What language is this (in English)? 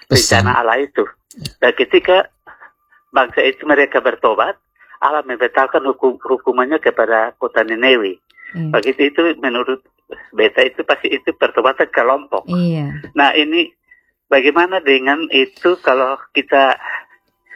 Indonesian